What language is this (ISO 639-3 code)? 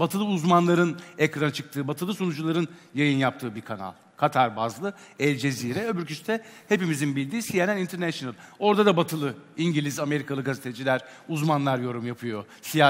tur